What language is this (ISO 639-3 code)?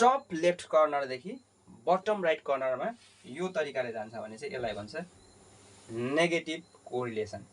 nep